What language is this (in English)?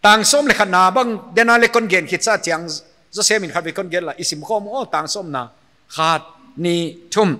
Paite Chin